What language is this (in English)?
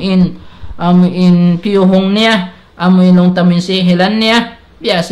Tausug